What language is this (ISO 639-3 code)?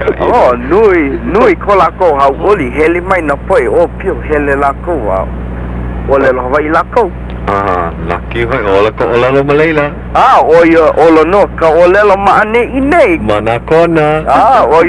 haw